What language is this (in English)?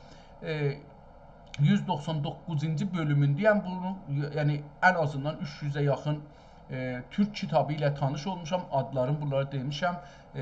South Azerbaijani